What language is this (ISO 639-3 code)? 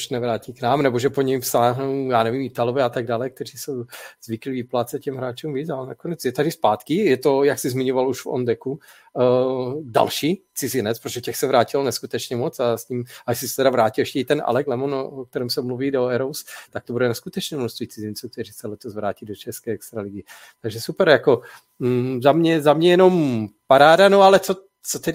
ces